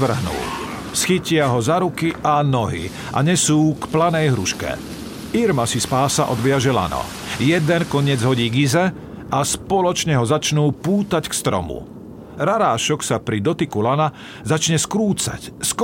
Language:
Slovak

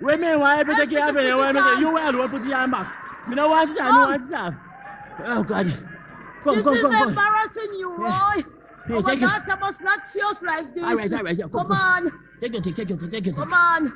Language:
Jamaican Creole English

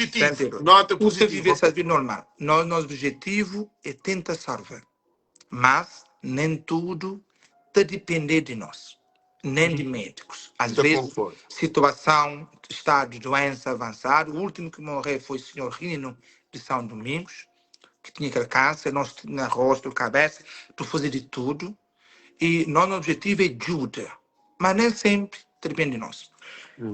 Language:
Kabuverdianu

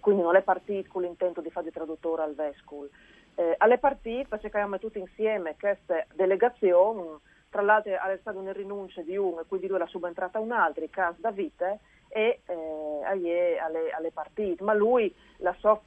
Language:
Friulian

